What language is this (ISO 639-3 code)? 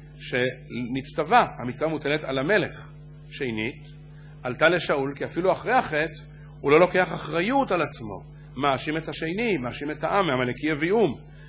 heb